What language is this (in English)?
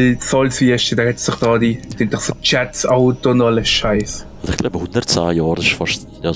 Swiss German